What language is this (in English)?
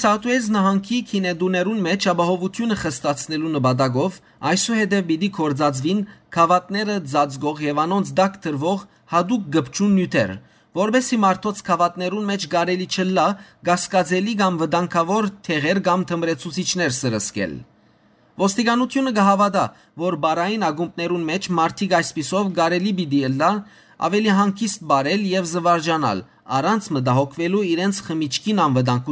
Western Armenian